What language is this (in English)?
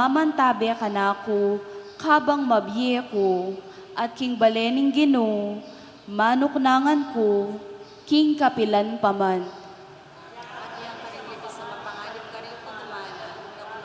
Pampanga